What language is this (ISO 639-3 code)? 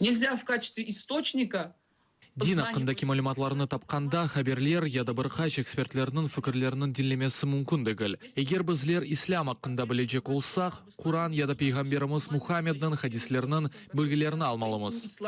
crh